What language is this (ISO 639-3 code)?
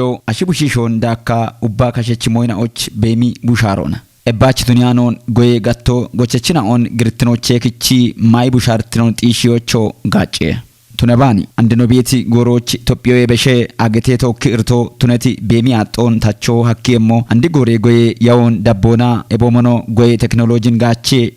kbr